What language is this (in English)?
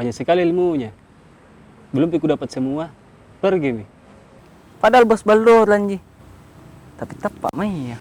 Makassar Malay